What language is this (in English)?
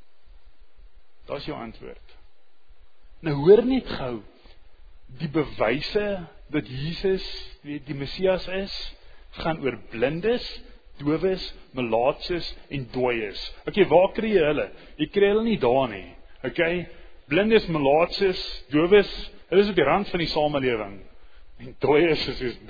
Afrikaans